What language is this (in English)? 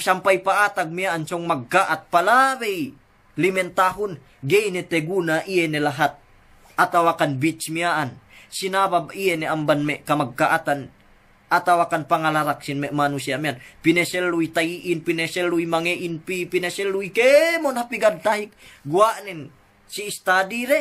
Yakan